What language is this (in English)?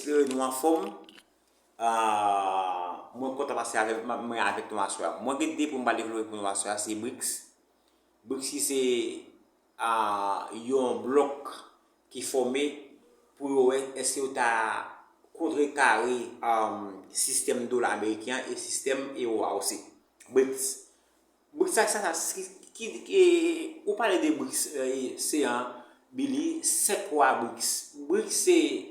Haitian Creole